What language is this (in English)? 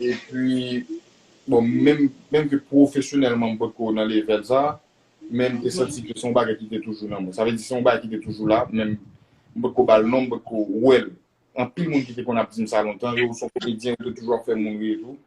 Haitian Creole